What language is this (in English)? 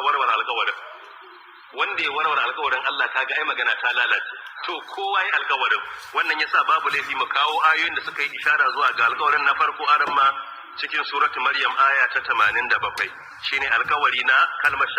Hausa